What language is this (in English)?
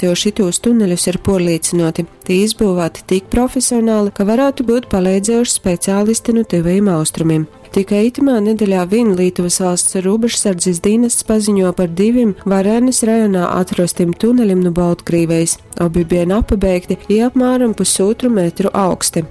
Latgalian